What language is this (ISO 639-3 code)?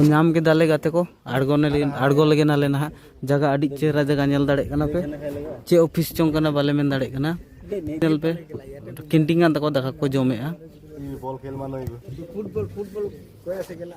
sat